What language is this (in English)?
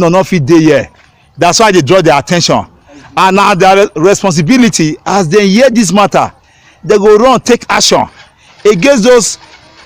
Nigerian Pidgin